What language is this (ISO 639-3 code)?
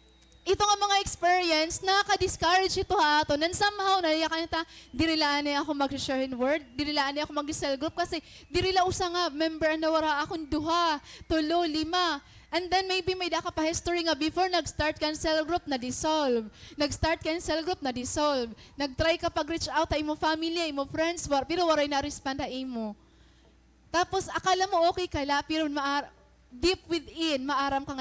war